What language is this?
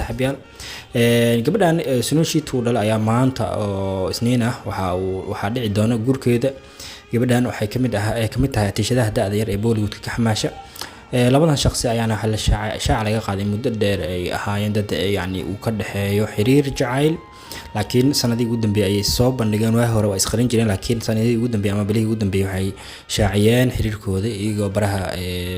Somali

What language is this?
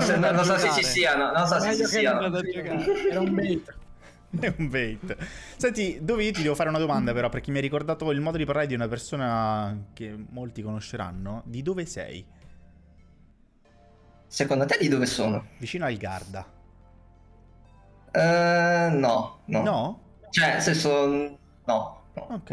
Italian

